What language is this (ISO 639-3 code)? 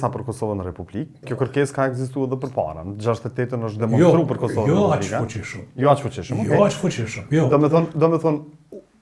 sqi